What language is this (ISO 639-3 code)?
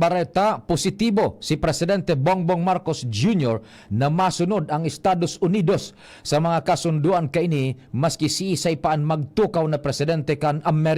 bik